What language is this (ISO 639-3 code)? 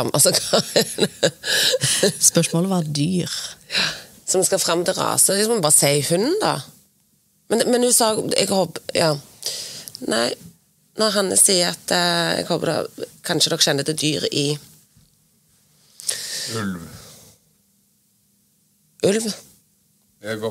nor